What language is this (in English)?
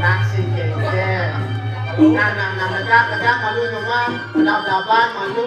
Balinese